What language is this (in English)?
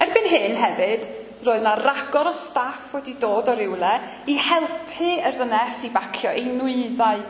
Welsh